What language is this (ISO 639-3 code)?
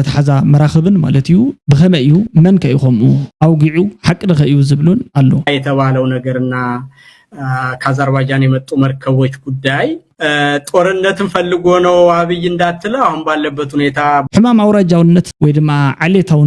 tir